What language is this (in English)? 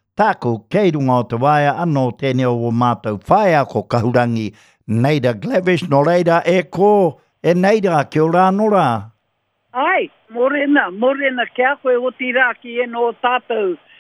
Māori